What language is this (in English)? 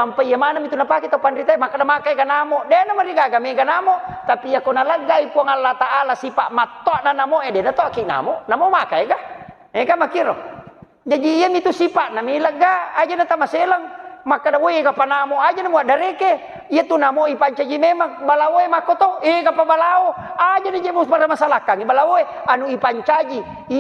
Buginese